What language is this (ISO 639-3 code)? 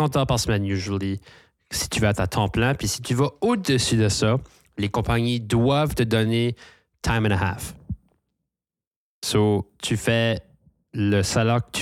fra